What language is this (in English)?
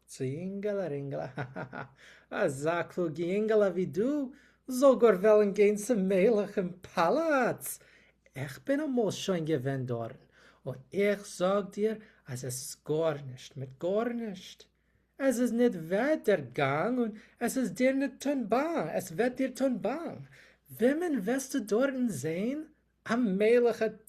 Yiddish